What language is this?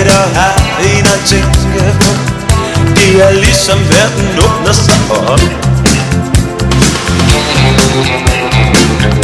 Danish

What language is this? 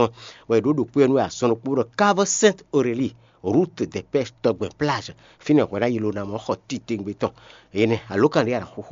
Fon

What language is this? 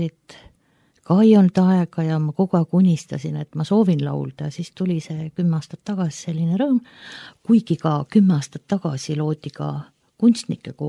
Estonian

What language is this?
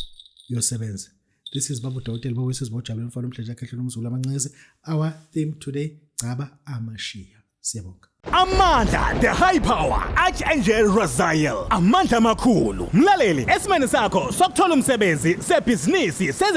Zulu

